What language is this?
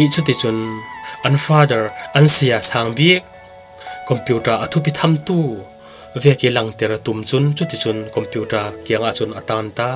Falam Chin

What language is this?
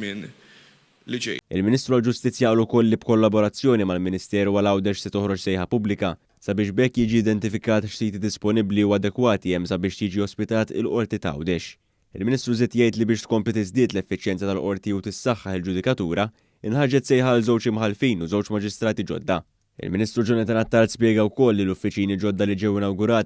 Maltese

